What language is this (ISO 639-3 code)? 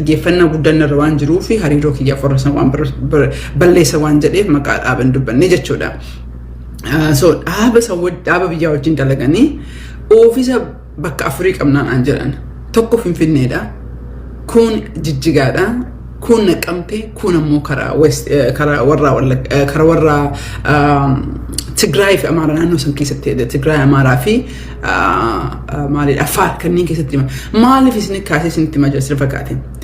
orm